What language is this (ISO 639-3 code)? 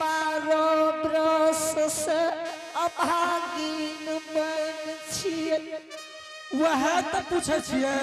anp